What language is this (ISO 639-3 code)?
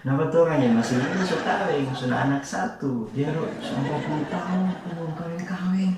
xmm